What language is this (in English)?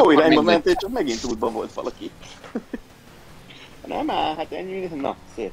Hungarian